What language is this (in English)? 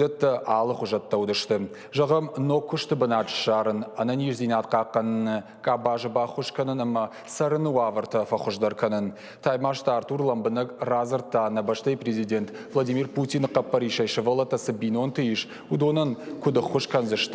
Ossetic